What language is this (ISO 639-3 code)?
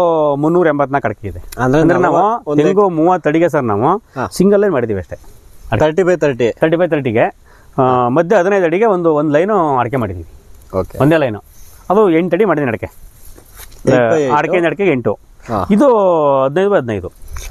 kan